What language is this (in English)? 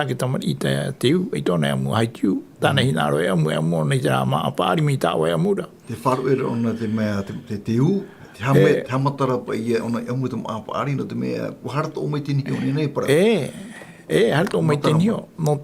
Tahitian